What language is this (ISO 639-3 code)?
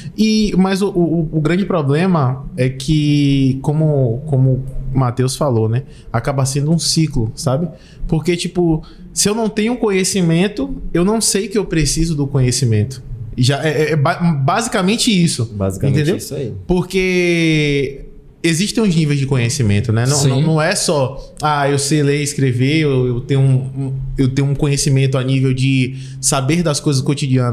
por